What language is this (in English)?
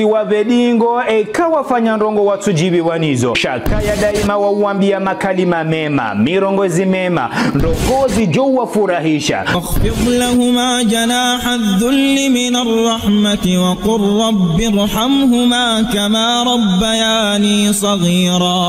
Ngazidja Comorian